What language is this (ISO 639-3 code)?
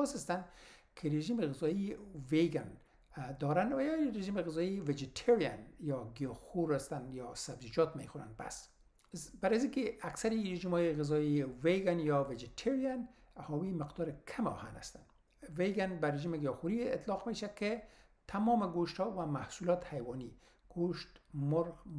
fas